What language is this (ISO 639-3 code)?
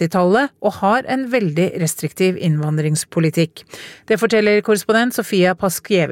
nor